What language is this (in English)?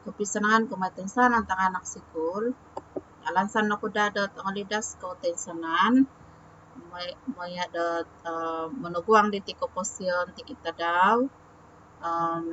Central Dusun